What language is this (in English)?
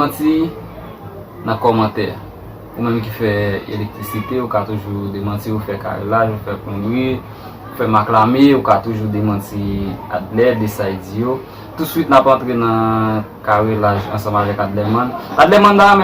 Haitian Creole